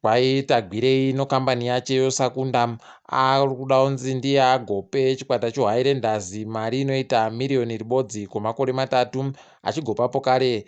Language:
Ndau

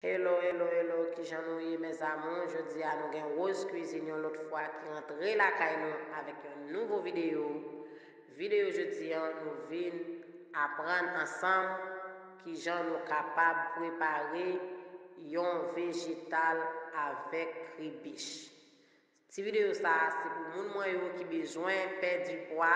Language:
Haitian Creole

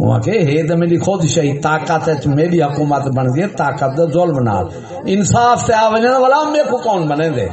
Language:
Saraiki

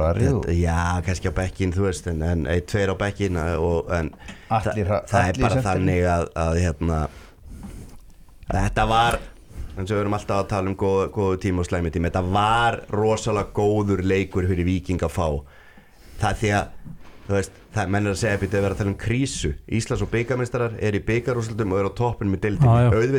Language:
Icelandic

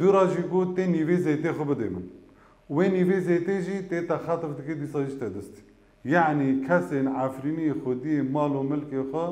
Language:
Kurdish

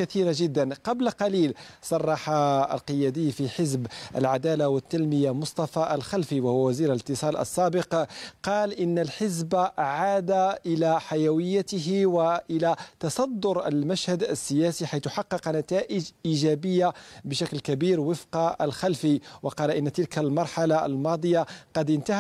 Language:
Arabic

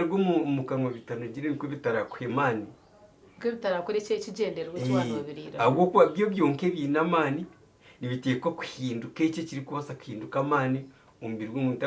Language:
Nyankole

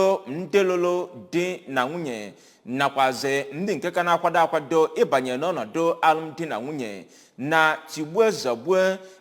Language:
Igbo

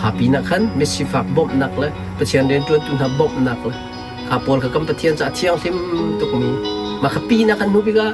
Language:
Hakha Chin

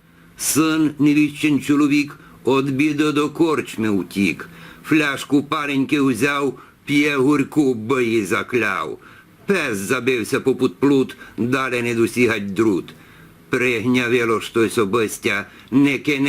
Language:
Rusyn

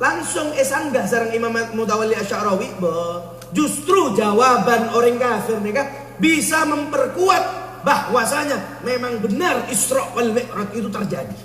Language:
Madurese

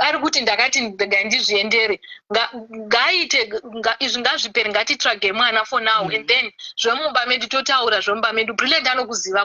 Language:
Shona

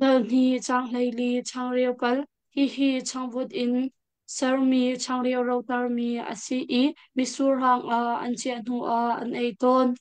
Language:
Hakha Chin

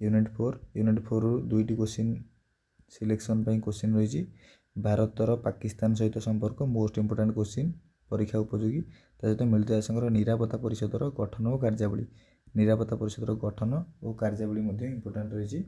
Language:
Odia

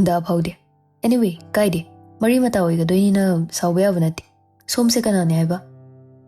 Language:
Manipuri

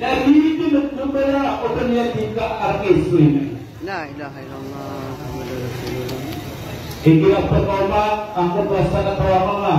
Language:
Maranao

